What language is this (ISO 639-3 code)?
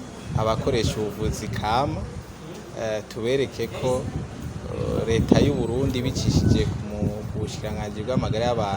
run